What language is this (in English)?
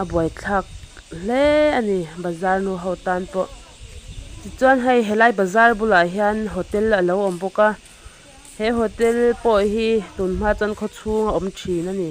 Mizo